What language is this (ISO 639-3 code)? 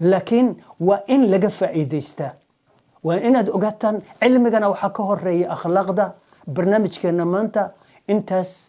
som